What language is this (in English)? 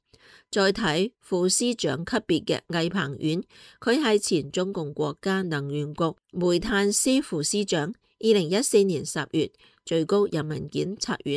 Cantonese